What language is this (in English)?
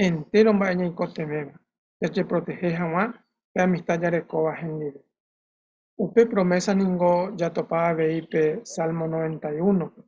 Guarani